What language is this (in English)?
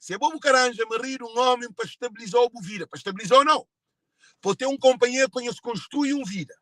Kabuverdianu